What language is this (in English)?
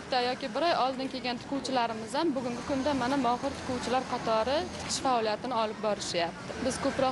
Uzbek